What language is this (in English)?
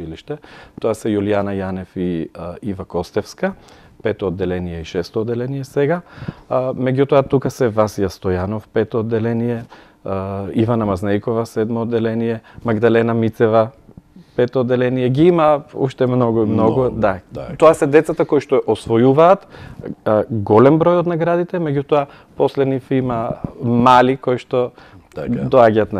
Macedonian